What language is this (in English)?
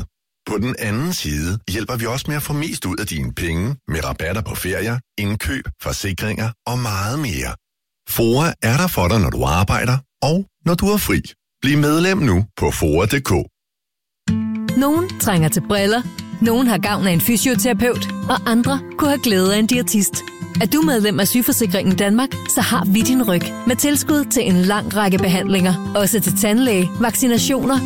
Danish